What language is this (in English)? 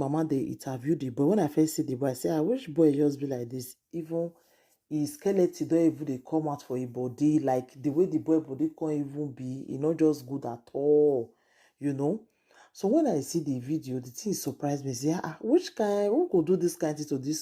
Nigerian Pidgin